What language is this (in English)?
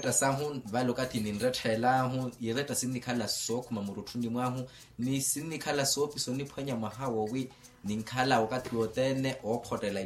Makhuwa